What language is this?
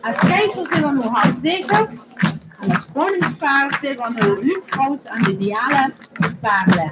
Limburgish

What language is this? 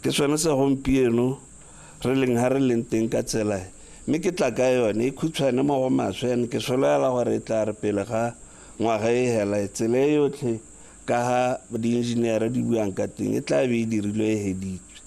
Tswana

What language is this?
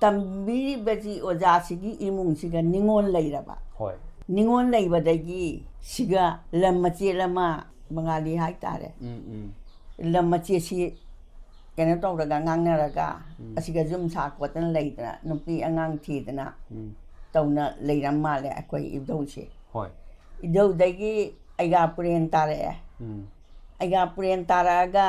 Manipuri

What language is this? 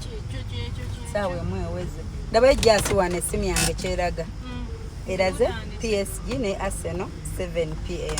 Ganda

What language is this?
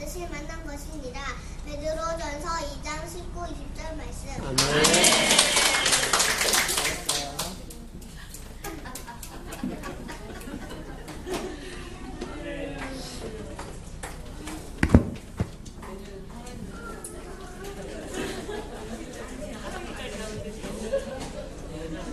Korean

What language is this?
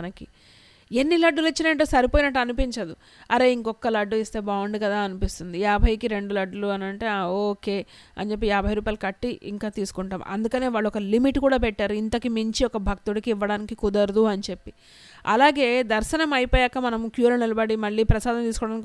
Telugu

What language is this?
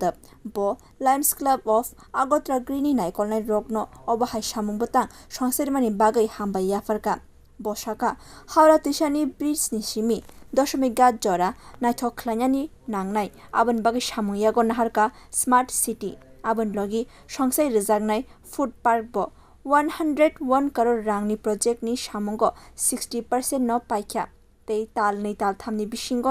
Kok Borok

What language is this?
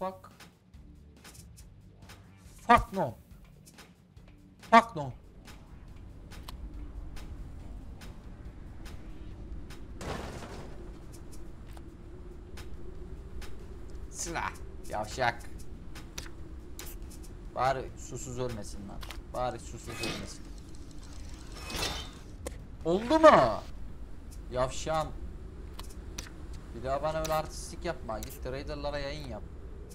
Turkish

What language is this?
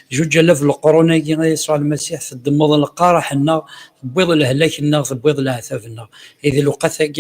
Kabyle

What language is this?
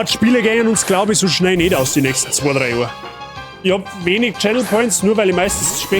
Bavarian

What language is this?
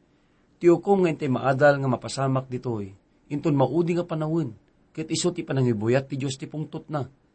Iloko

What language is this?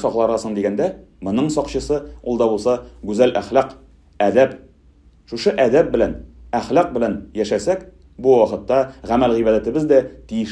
Tatar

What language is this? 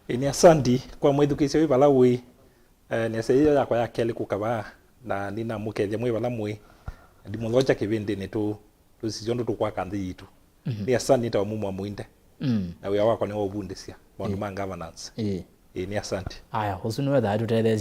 Kamba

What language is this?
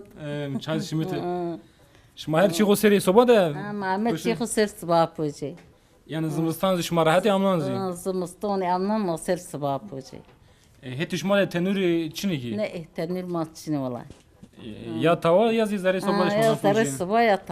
Zaza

